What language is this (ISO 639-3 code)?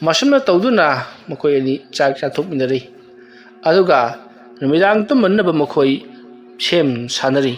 mni